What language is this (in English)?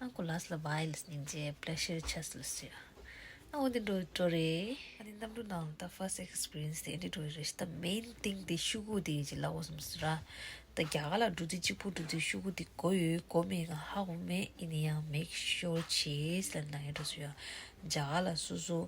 Tibetan